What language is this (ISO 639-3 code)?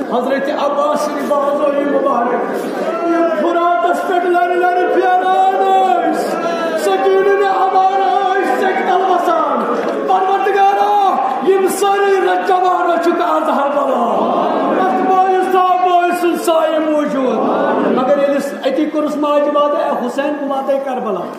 kas